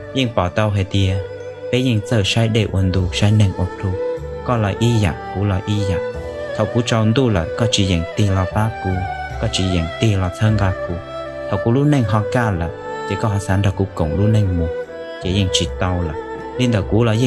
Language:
Hmong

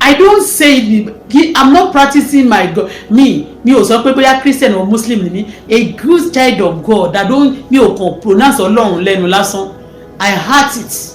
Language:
Yoruba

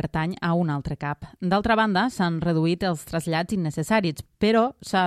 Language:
Catalan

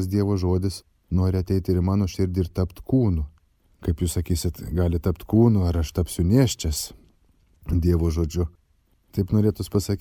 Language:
Lithuanian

